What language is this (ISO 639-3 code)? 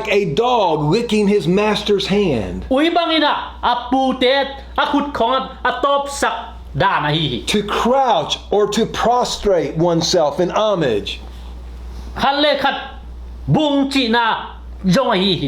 ctd